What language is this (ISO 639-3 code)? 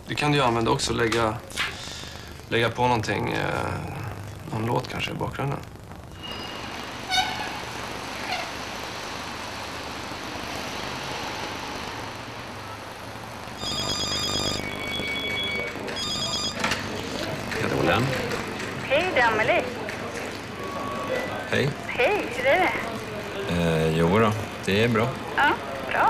swe